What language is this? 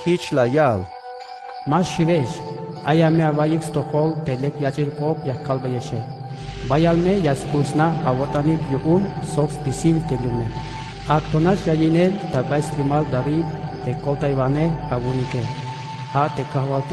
Tzeltal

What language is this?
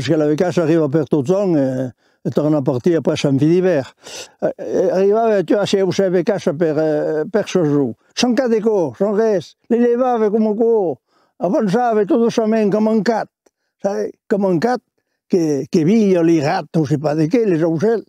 Occitan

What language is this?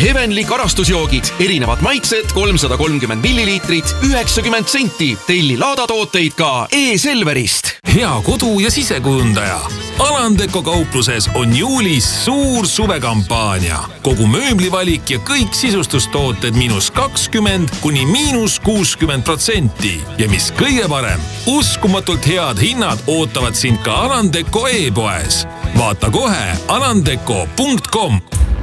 Estonian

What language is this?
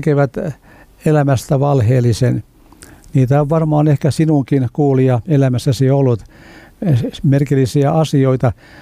Finnish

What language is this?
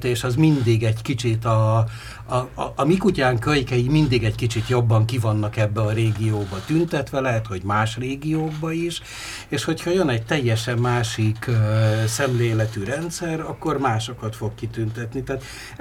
Hungarian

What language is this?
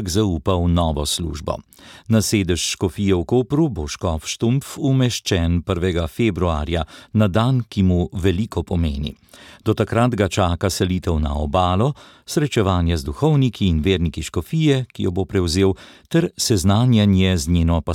Slovenian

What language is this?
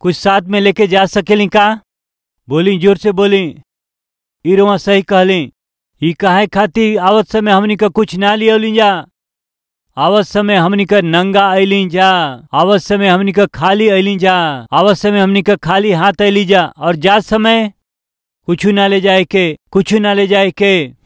Bhojpuri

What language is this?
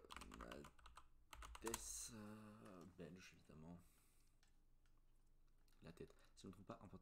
French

